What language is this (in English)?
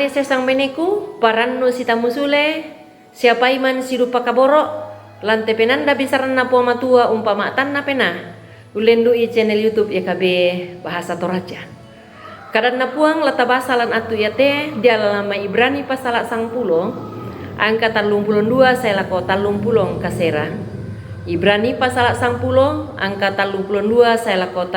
Toraja-Sa'dan